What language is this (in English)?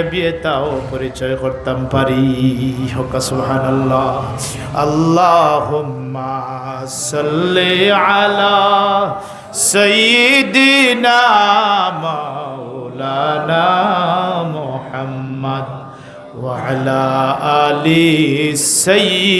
Sylheti